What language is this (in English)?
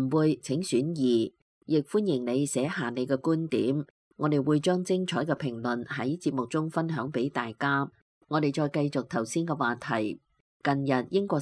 Cantonese